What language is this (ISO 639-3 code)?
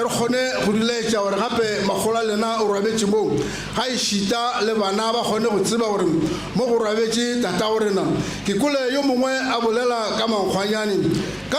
nso